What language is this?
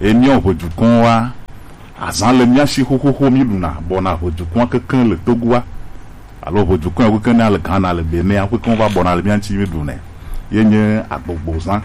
Gen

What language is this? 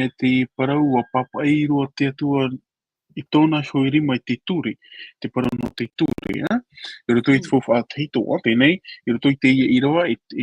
Tahitian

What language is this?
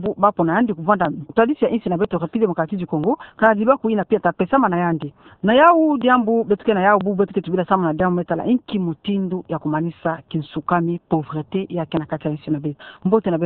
Kituba (Democratic Republic of Congo)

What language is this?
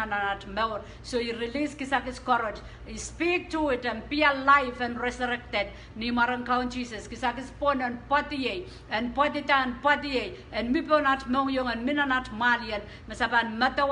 Pohnpeian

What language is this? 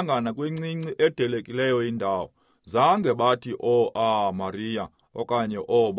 Xhosa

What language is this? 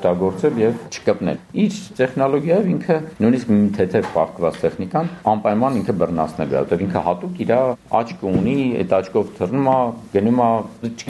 Armenian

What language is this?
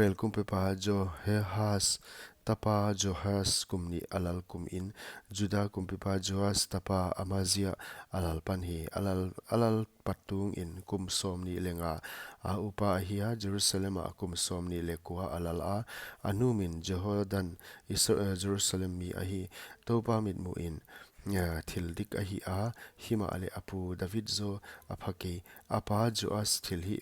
Paite Chin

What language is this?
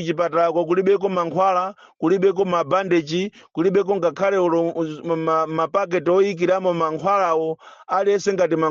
Nyanja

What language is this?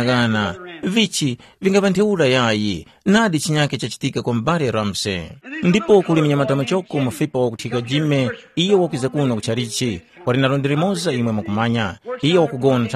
Tumbuka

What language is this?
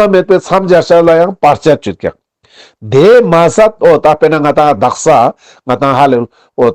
Ladakhi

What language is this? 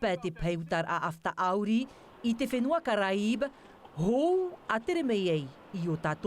Tahitian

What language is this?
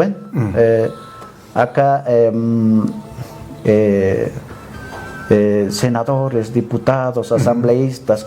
Aymara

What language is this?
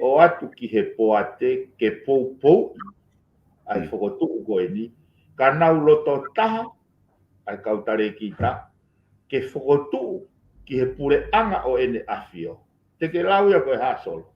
Tongan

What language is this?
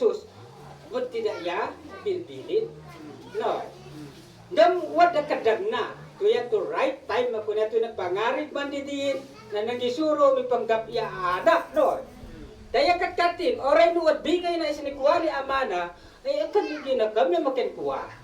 Isnag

